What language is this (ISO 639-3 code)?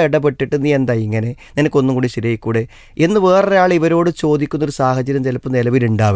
mal